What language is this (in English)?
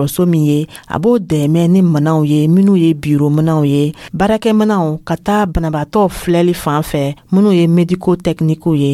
Dyula